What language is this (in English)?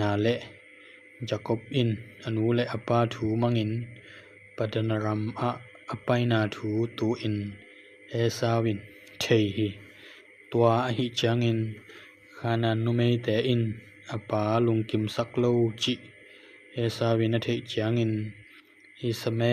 Tedim Chin